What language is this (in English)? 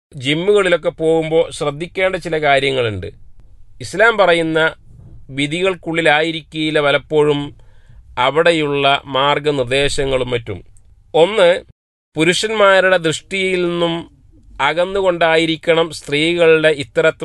Malayalam